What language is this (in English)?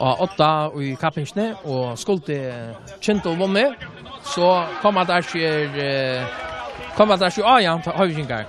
Faroese